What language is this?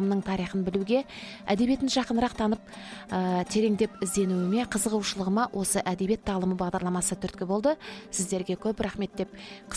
Kazakh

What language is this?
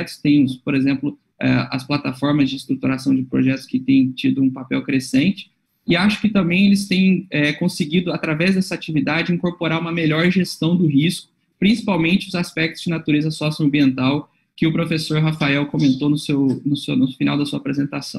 Portuguese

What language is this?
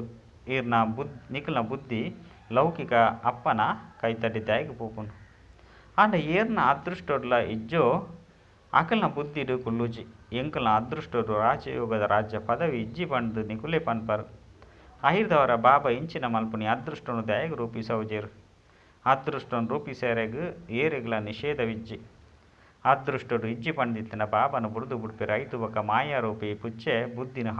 Tulu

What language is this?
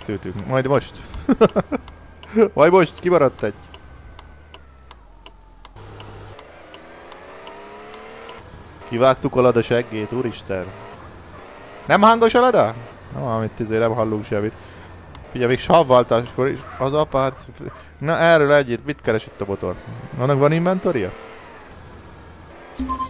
Hungarian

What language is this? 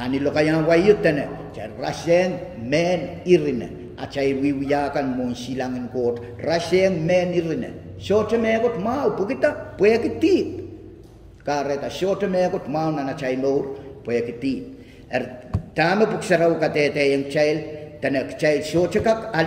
Pohnpeian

